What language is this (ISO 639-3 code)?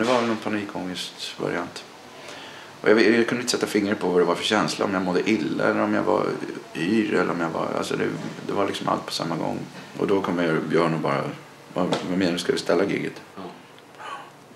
swe